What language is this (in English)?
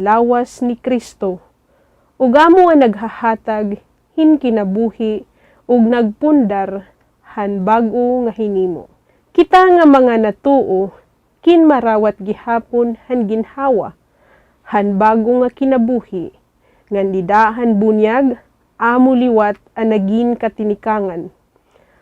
Waray